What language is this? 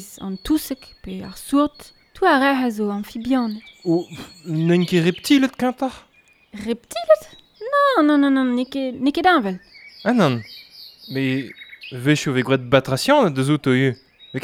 Breton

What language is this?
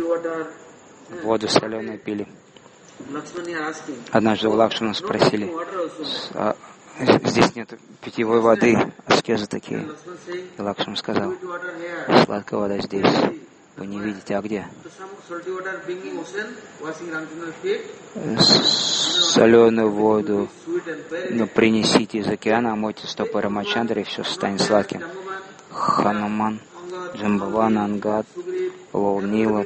Russian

